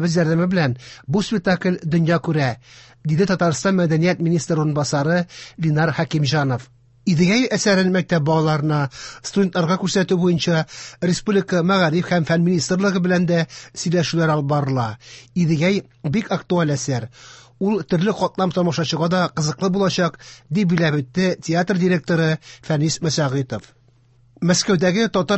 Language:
Tatar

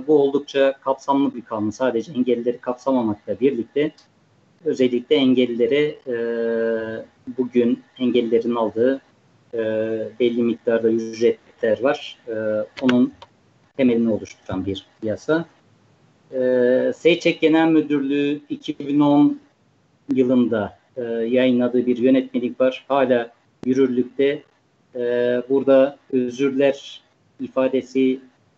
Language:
Turkish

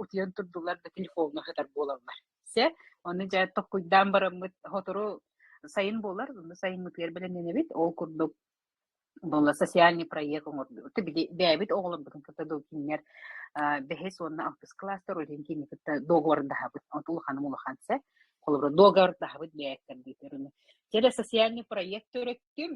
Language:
Yakut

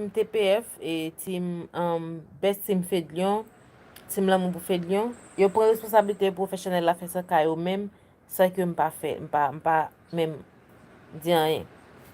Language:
Haitian Creole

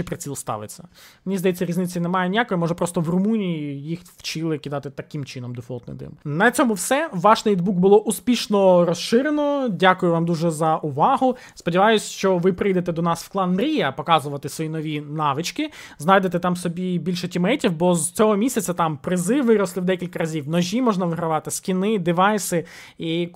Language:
Ukrainian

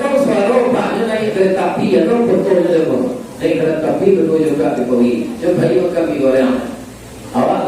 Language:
Minangkabau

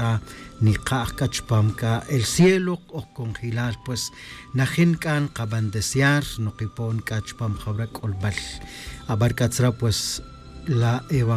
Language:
Tz'utujil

